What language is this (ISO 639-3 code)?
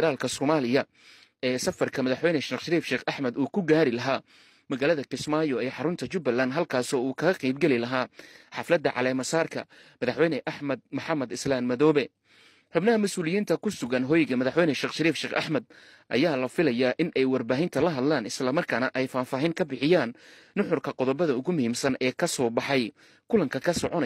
som